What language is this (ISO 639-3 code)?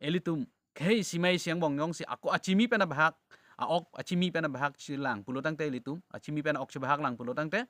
mjw